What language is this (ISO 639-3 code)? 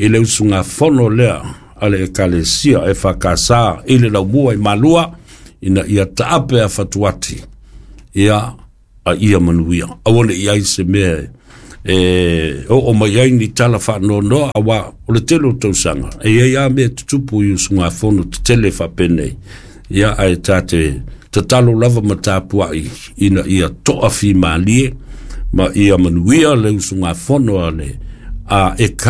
smo